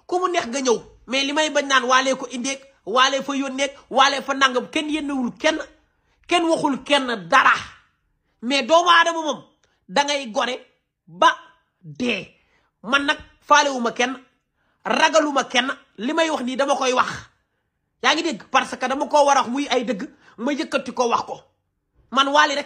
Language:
Wolof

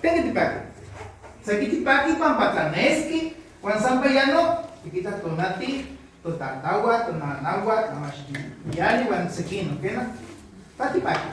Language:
Nahuatl languages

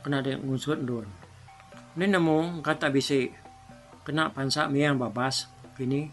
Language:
Iban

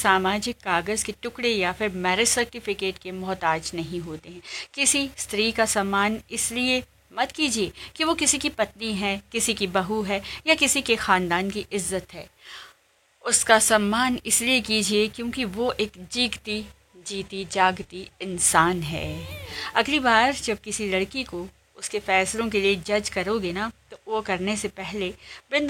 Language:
Hindi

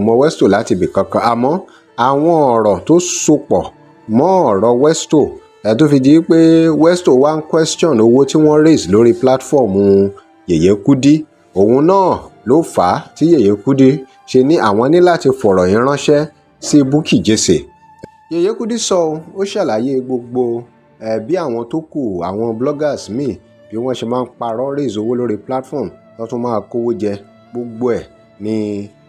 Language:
Yoruba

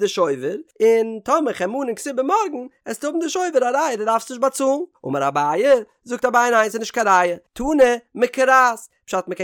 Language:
Yiddish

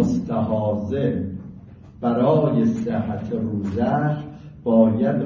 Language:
Persian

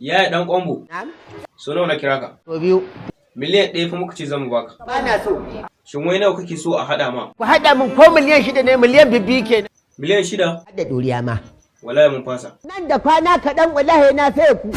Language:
Hausa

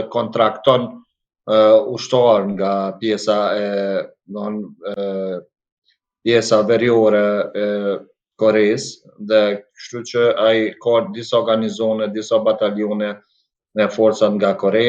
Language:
Albanian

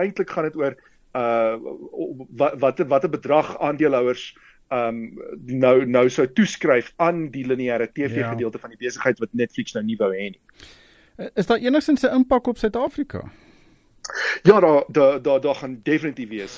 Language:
Afrikaans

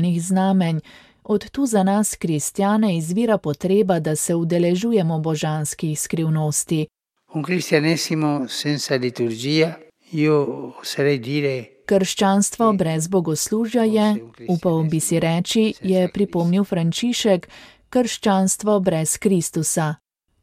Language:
Slovenian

